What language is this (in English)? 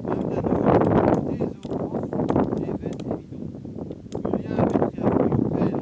Breton